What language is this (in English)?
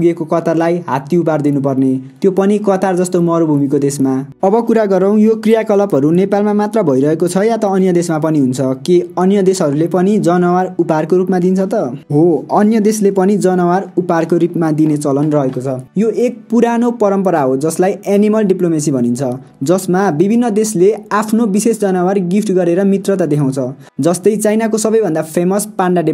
Nepali